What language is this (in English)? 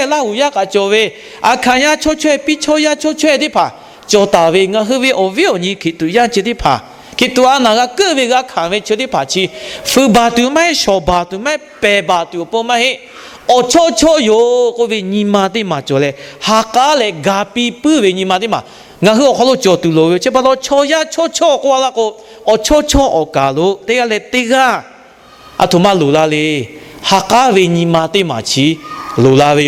Lahu